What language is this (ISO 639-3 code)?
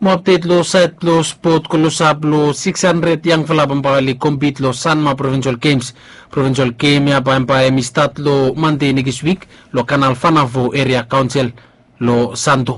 bis